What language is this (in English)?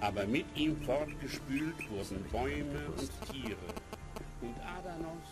Bavarian